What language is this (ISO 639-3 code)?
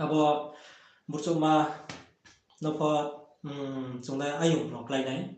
ria